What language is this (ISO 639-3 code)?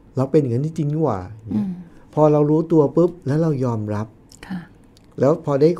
tha